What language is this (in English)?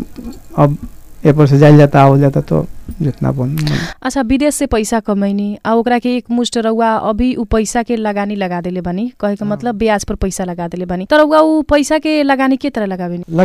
Bhojpuri